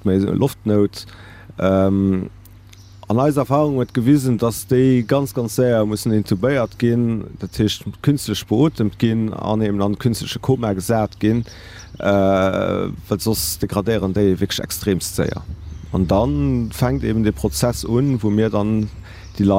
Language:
Luxembourgish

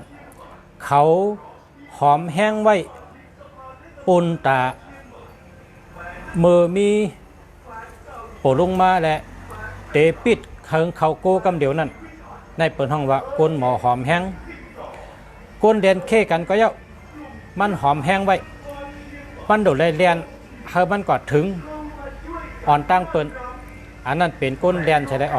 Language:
Shan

